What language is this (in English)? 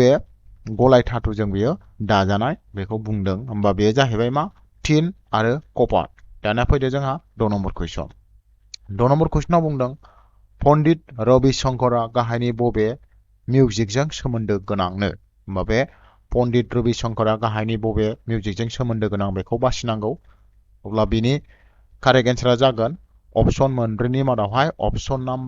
Bodo